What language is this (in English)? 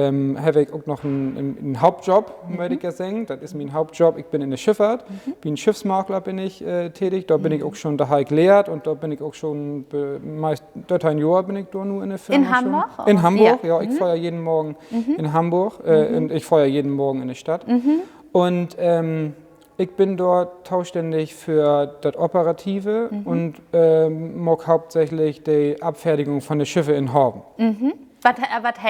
Low German